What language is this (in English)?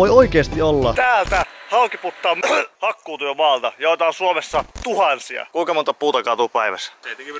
Finnish